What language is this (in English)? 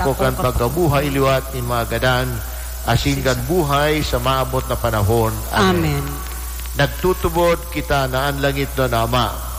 Bikol